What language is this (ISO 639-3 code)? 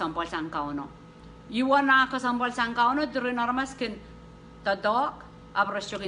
pon